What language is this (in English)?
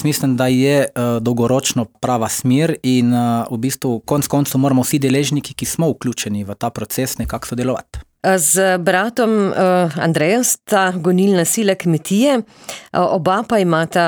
Slovenian